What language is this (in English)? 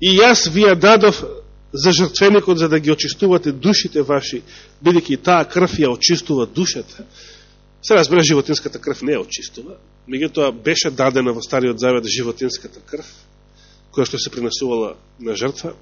Macedonian